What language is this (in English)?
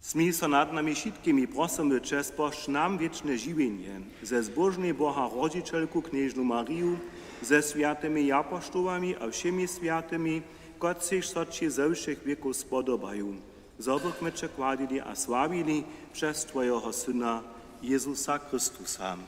Upper Sorbian